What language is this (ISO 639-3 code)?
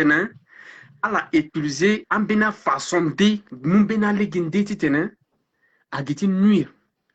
sag